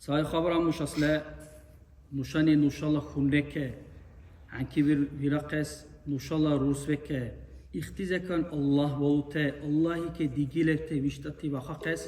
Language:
Dargwa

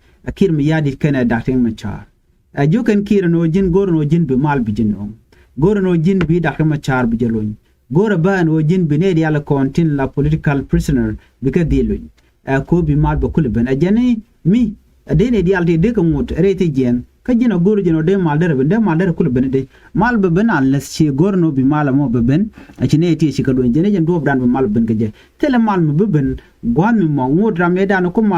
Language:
Nuer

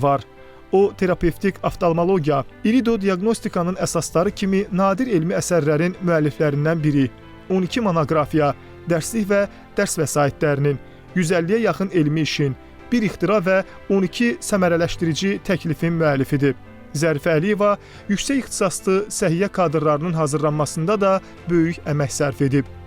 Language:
Azerbaijani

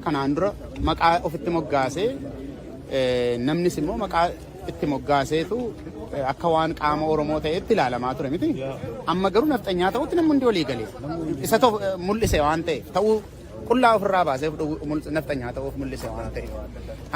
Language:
Oromo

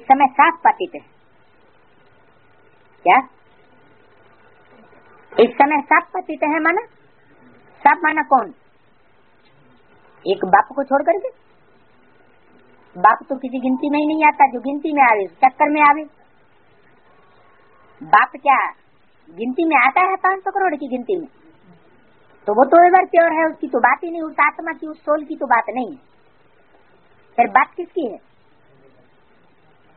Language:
Hindi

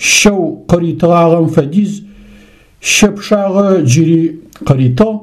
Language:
Adyghe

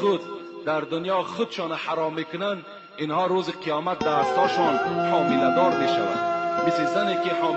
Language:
Tajik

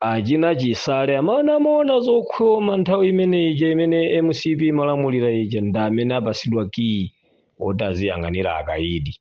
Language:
Nyanja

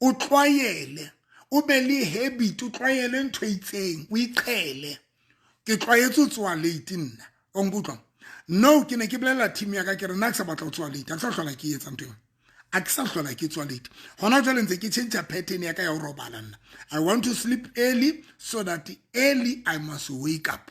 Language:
Southern Sotho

